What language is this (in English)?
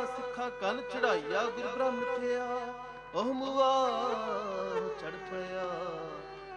Punjabi